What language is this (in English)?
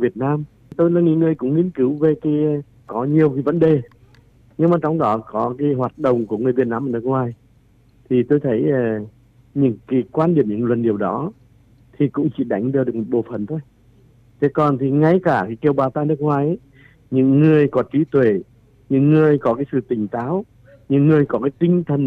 Vietnamese